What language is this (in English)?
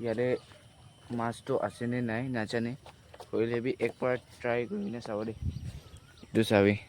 Naga Pidgin